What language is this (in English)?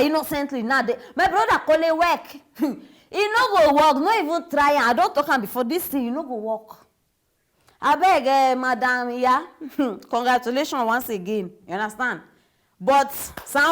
Nigerian Pidgin